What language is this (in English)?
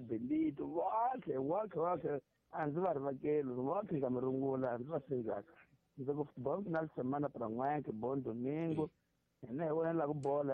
Tsonga